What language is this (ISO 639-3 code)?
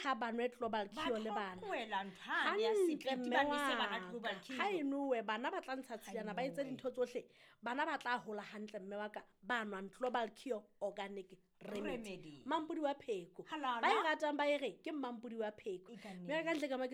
sot